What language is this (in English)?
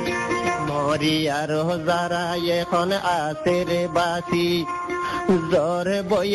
Bangla